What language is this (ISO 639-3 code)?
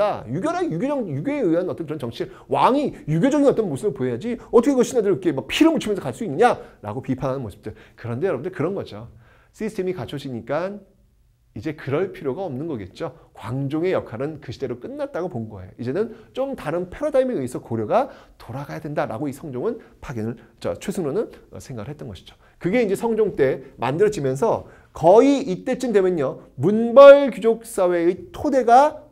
kor